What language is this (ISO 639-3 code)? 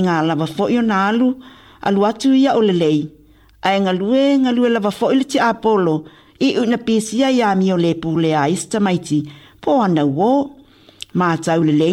smo